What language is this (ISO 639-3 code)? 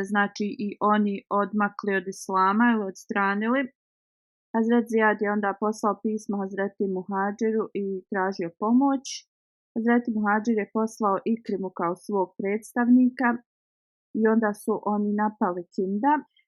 bos